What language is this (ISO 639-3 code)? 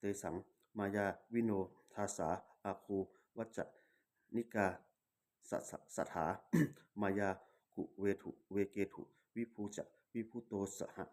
pli